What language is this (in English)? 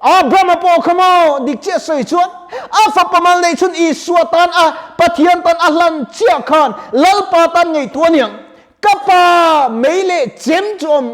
Mizo